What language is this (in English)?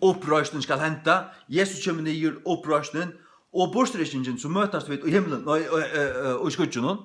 Faroese